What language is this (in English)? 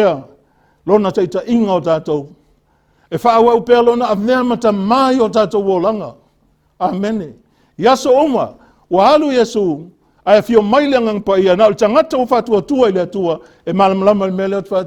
Samoan